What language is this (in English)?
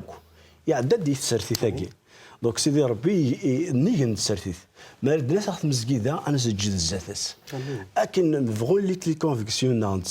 Kabyle